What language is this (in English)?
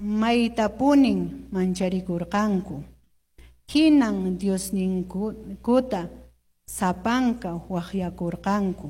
Quechua